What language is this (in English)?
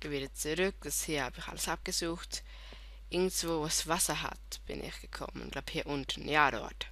Swiss German